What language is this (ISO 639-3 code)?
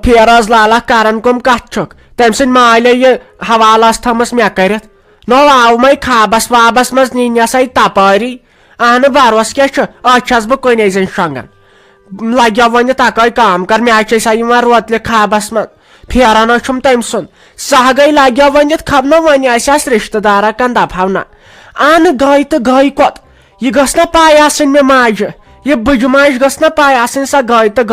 kas